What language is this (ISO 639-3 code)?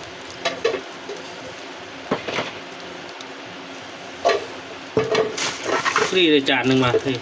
lao